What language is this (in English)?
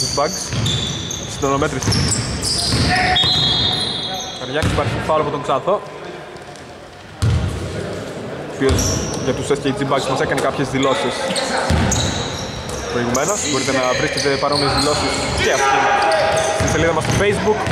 Greek